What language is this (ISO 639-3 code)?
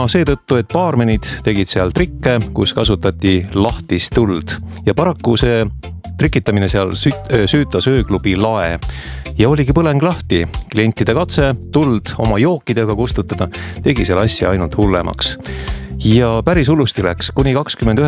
est